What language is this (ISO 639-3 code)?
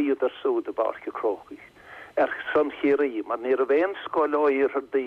gle